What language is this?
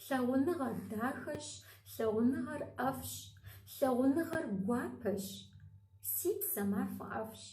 Kabardian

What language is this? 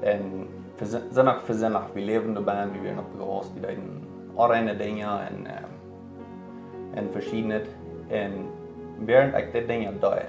Plautdietsch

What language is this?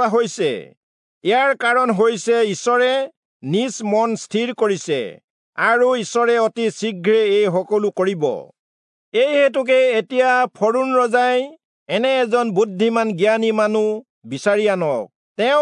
Assamese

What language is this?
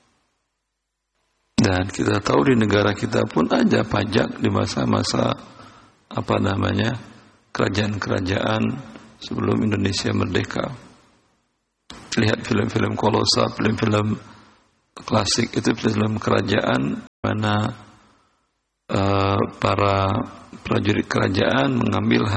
Indonesian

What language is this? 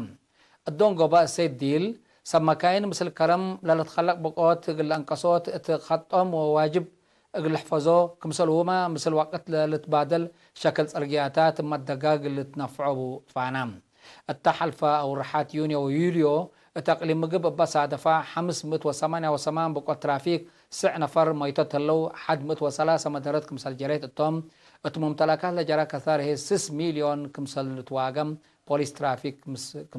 Tigre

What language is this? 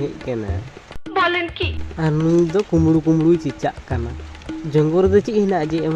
Santali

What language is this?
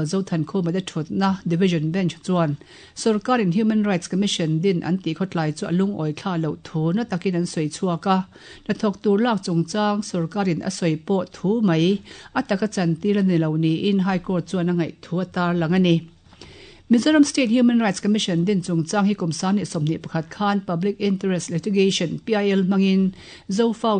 Mizo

